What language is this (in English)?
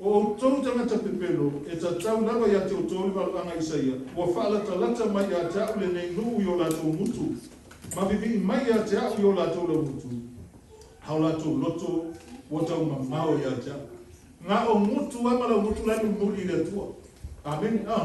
Samoan